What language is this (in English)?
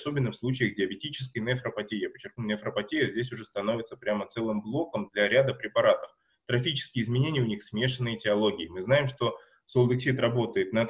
Russian